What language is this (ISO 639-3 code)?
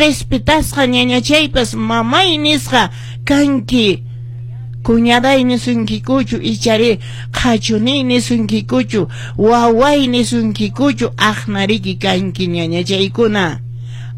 que